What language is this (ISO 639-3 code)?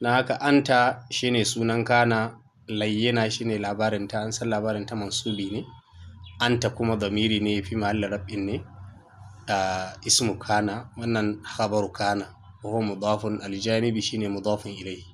hau